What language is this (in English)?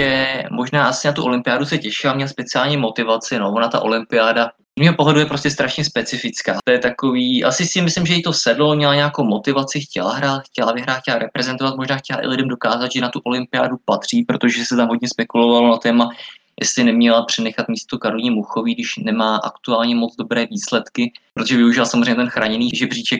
Czech